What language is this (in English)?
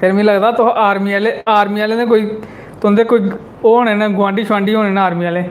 Dogri